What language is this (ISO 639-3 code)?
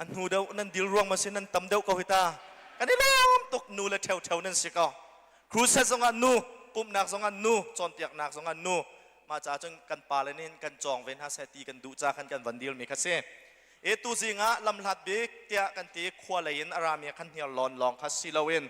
cnh